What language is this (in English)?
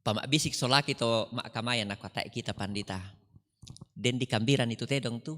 Toraja-Sa'dan